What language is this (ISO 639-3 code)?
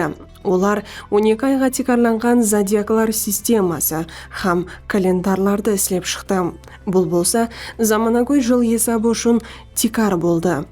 kaa